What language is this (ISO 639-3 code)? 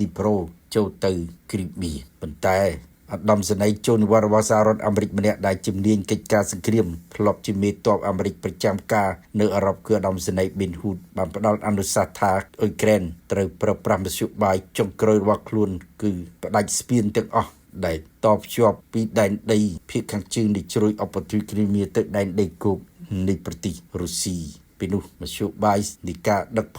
khm